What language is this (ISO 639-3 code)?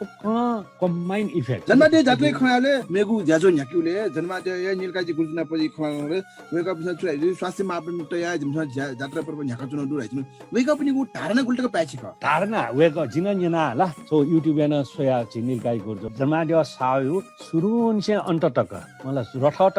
new